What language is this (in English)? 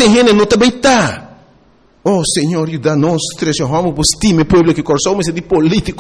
Papiamento